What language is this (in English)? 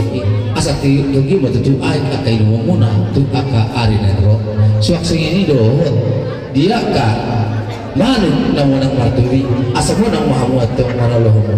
Batak Toba